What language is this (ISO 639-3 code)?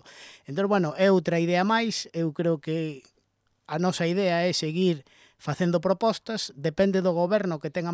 glg